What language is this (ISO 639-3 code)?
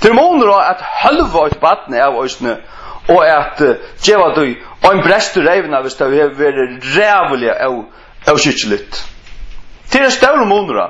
fao